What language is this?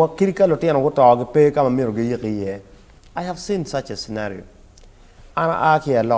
Acoli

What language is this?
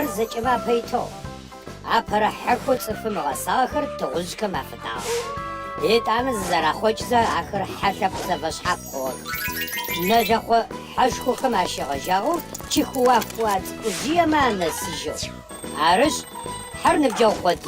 Adyghe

